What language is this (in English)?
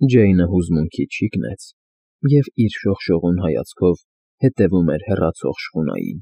Armenian